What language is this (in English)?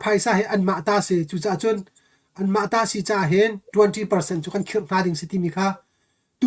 Hakha Chin